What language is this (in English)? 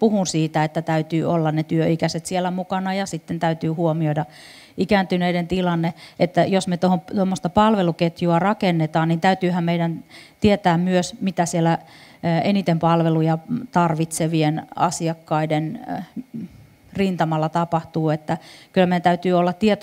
Finnish